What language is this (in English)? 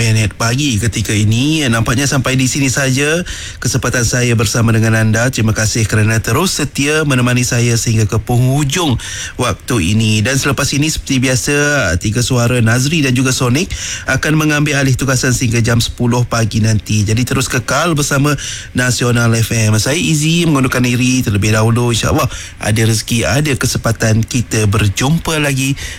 Malay